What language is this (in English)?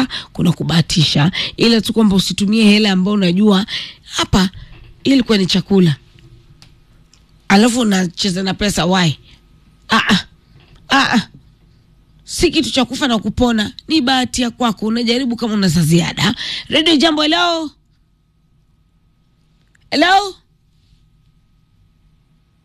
Swahili